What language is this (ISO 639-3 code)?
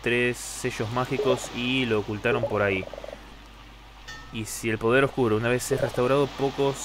spa